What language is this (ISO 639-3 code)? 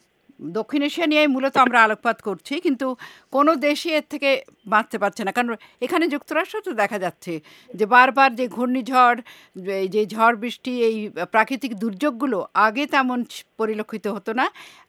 ben